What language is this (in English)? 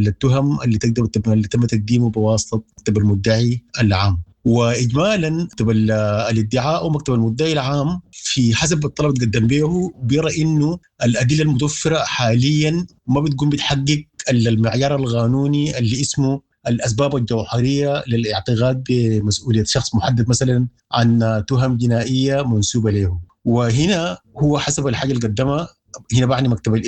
Sudanese Arabic